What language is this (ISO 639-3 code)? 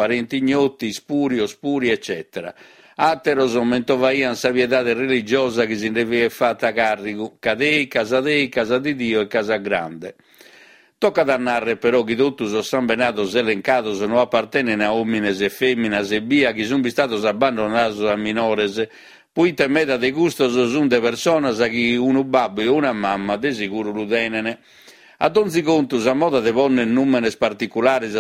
srd